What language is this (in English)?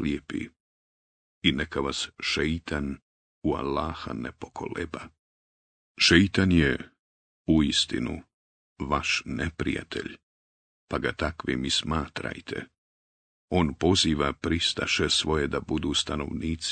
Bosnian